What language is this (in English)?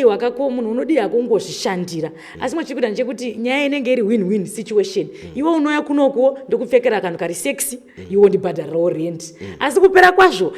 Shona